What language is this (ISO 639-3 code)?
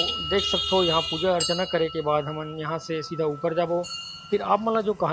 hne